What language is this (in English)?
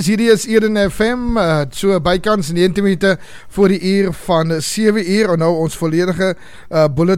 Afrikaans